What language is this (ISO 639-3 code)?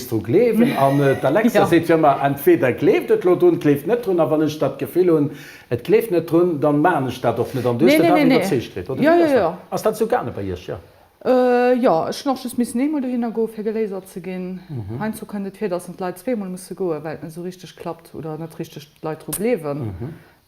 ltz